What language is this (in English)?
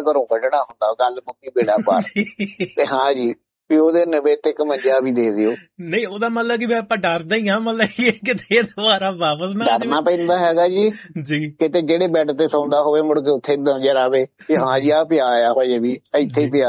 Punjabi